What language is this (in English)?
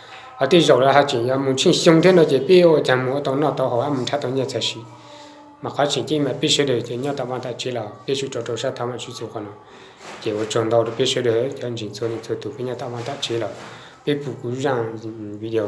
Hmong